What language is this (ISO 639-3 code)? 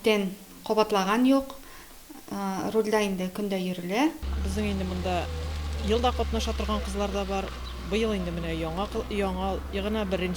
tat